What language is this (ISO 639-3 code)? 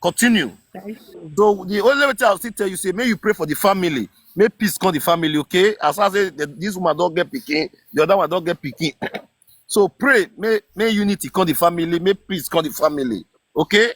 pcm